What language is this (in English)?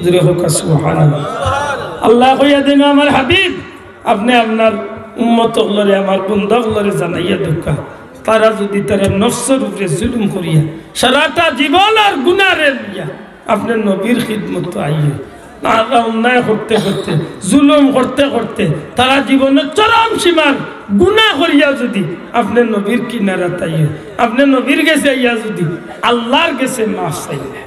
Sylheti